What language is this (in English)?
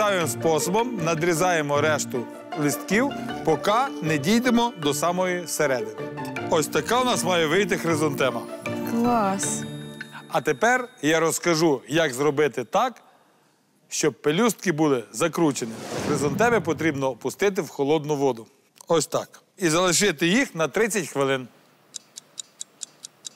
Ukrainian